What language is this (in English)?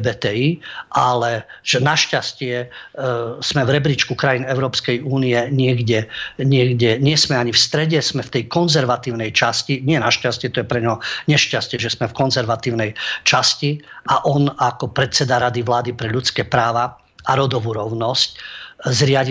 Slovak